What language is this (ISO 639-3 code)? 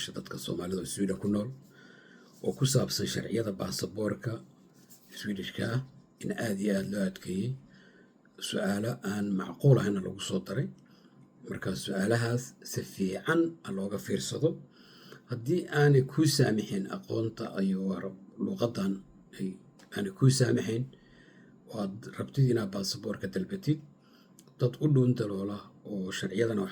som